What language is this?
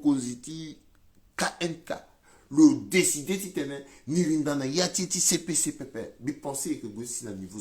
Sango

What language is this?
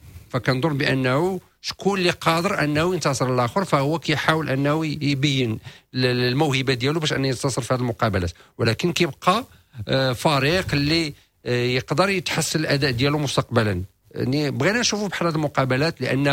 Moroccan Arabic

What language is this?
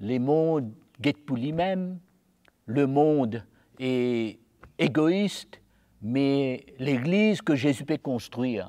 Morisyen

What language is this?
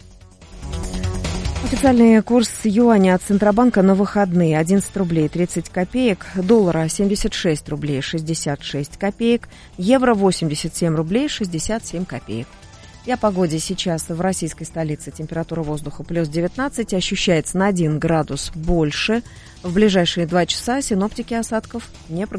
Russian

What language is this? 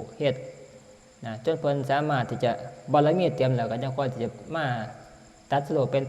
Northeastern Thai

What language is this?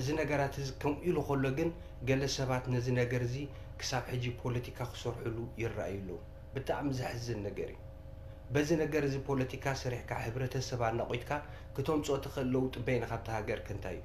Tigrinya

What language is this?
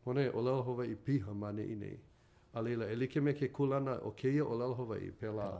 Hawaiian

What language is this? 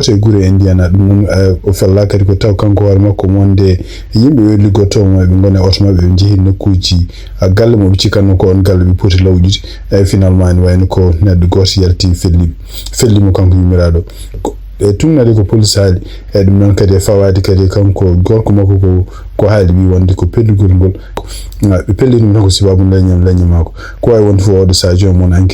Fula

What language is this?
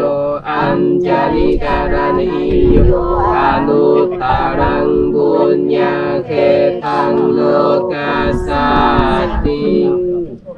Vietnamese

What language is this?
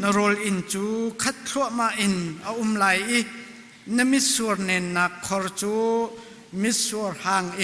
Hakha Chin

